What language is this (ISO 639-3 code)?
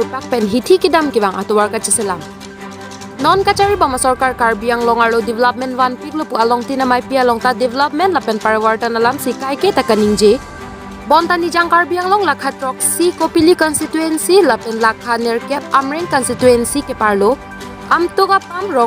mjw